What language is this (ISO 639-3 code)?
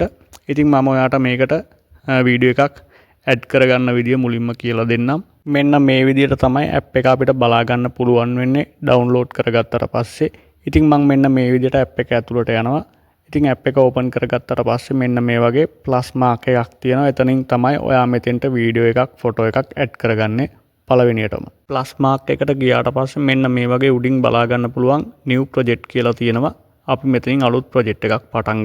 sin